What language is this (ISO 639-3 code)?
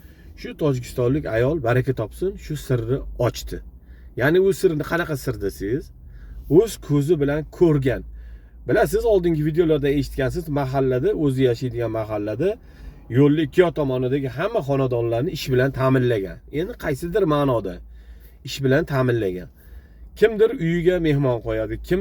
uzb